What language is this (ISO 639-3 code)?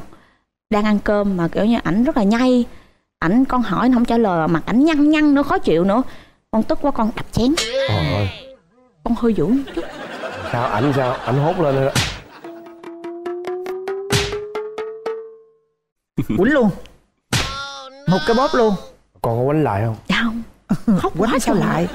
vie